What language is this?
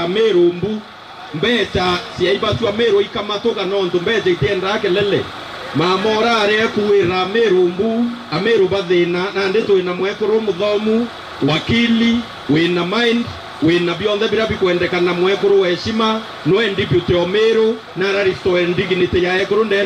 Meru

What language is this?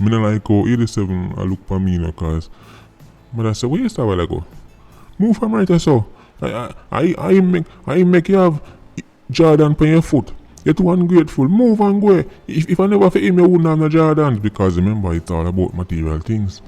Jamaican Creole English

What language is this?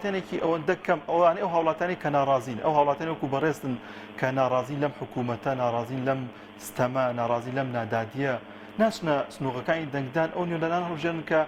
Central Kurdish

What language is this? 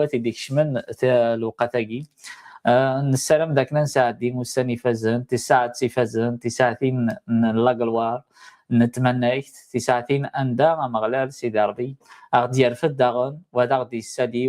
Kabyle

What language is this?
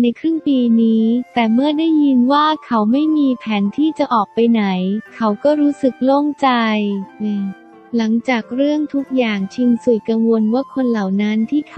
Thai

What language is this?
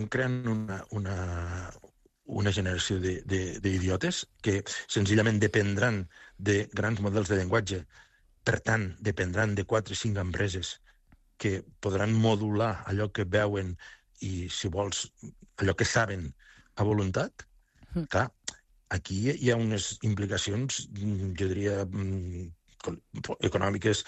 Catalan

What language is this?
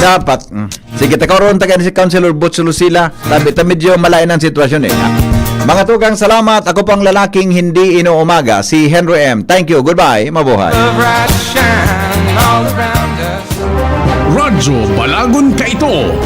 Bikol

